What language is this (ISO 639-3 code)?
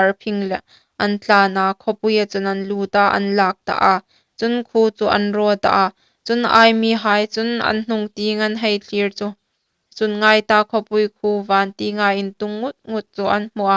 hmr